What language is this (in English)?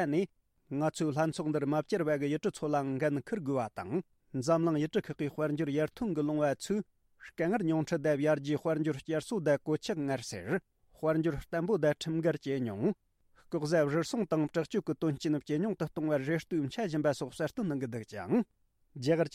Tibetan